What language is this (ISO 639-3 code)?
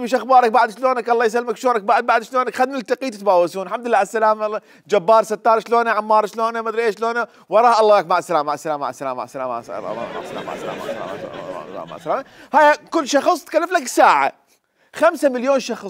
acm